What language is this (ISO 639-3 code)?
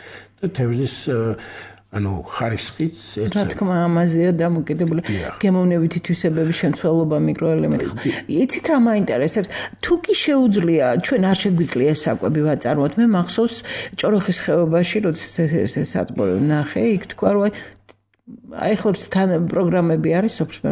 kat